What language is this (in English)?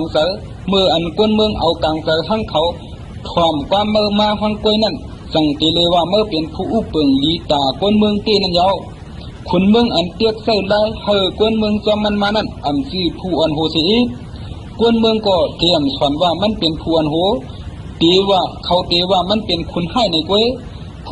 Shan